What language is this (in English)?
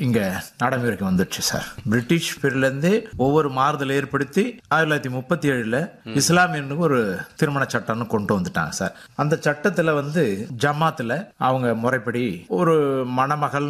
Tamil